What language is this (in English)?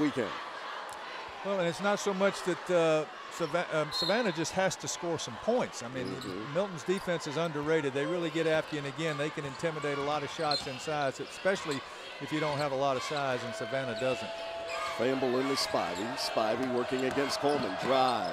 English